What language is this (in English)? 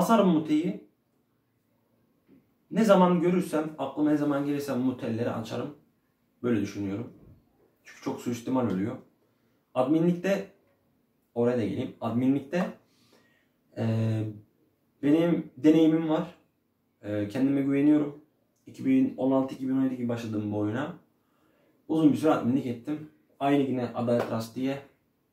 Turkish